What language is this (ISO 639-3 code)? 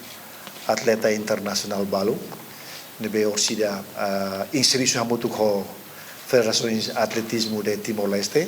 tet